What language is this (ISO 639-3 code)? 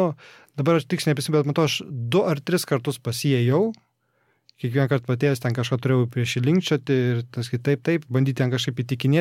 lit